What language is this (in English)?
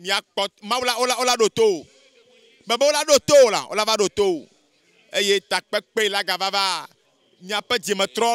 Ewe